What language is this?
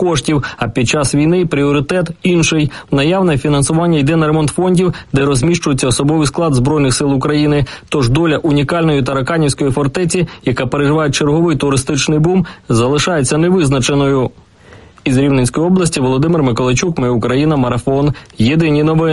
Ukrainian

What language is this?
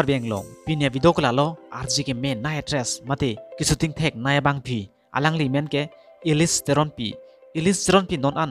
Karbi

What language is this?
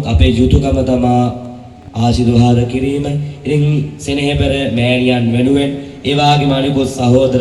Sinhala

